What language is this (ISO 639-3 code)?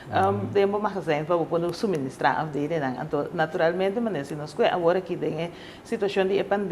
pap